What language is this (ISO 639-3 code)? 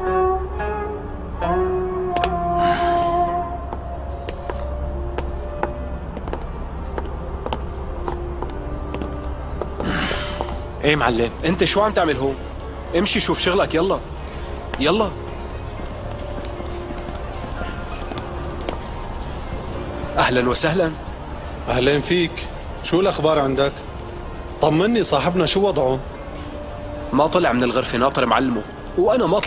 apc